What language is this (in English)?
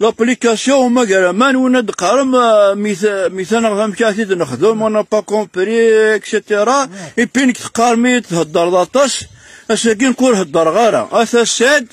Kabyle